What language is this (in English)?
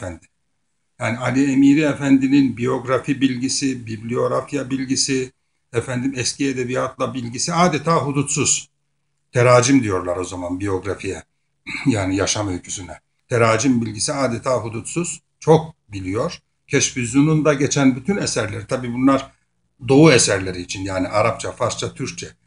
Turkish